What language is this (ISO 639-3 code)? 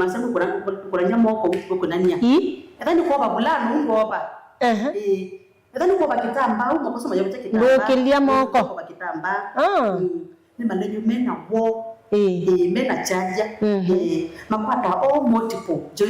kam